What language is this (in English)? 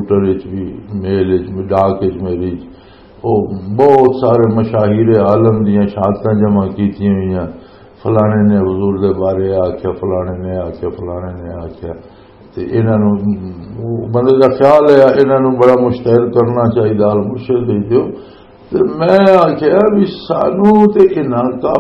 Western Panjabi